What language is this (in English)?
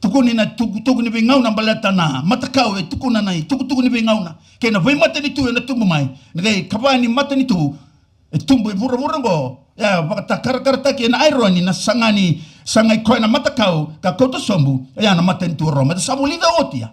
Fijian